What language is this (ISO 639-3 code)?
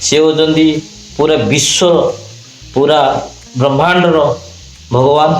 ori